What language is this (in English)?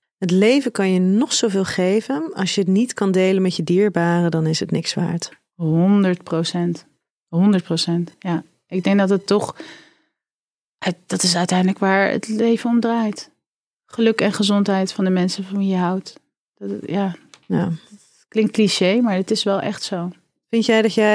Dutch